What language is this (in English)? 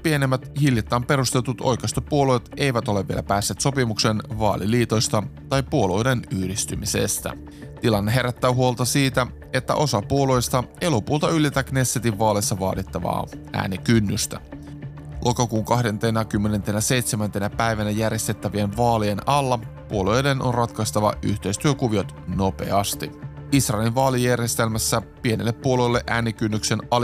Finnish